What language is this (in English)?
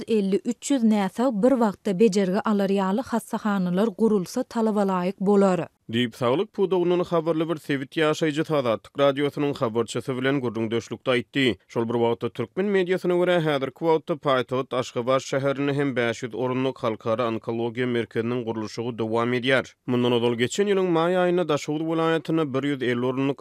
Turkmen